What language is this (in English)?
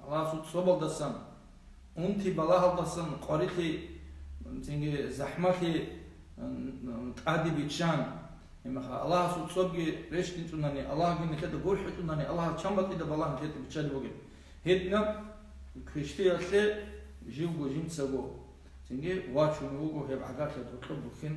Avaric